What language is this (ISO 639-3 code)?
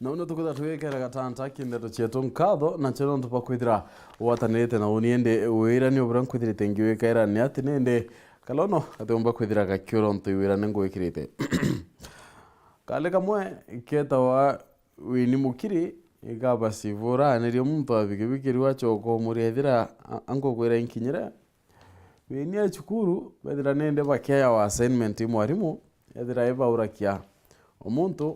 mer